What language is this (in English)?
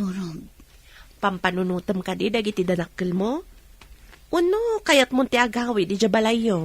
Iloko